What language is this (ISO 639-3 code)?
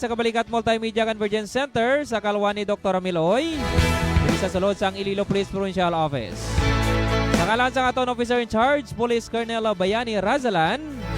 hil